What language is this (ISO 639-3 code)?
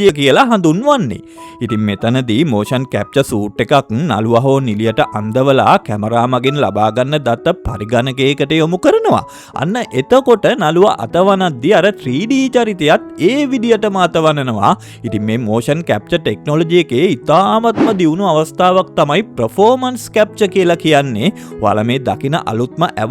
sin